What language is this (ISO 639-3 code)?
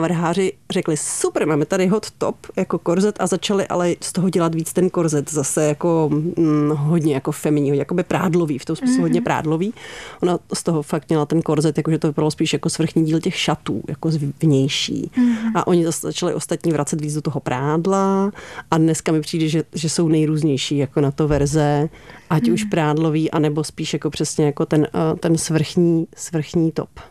ces